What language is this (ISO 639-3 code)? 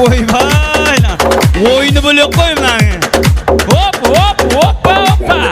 kaa